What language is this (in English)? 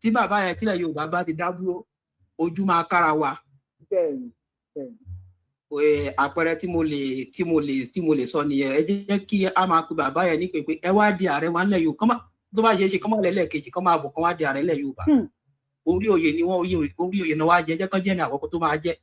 Yoruba